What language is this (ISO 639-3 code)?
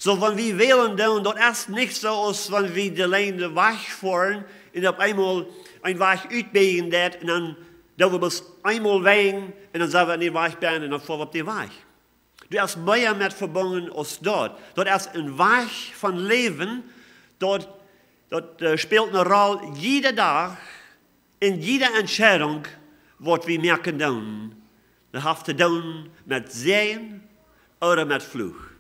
pdt